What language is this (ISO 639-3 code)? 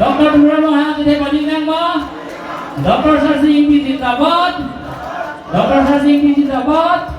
mjw